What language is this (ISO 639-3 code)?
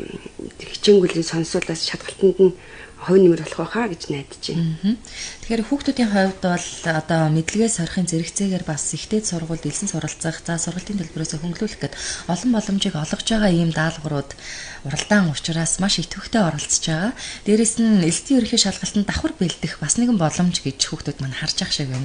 mon